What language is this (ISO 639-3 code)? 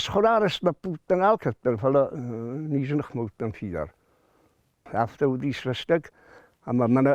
oss